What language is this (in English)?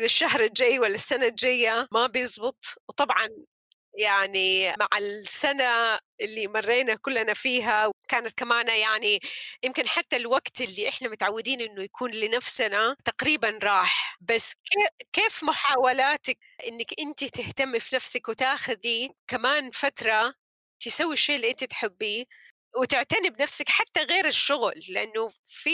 North Levantine Arabic